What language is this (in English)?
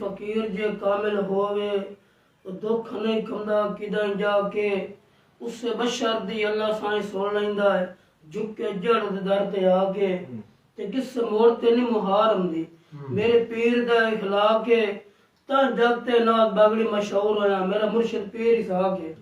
Saraiki